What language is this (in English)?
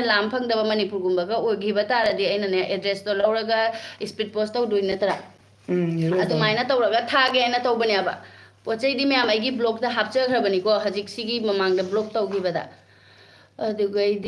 Manipuri